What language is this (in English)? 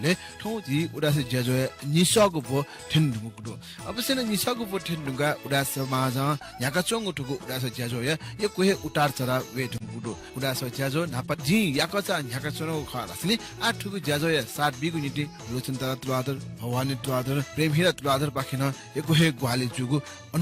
Newari